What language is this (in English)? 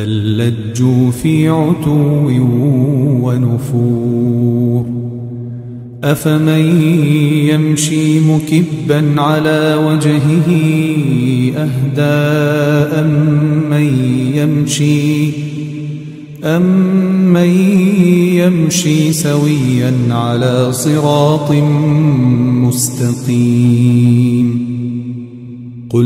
Arabic